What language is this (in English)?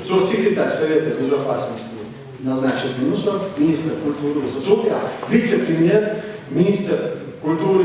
Chechen